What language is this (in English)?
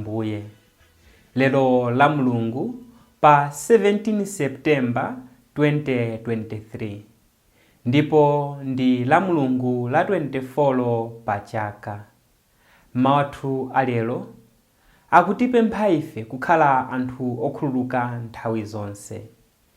Nyanja